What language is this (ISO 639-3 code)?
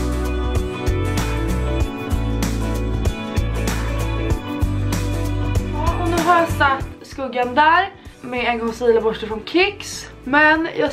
swe